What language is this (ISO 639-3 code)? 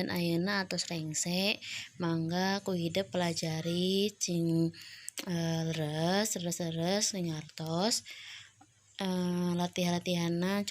sun